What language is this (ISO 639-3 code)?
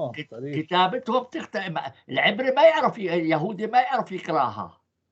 apc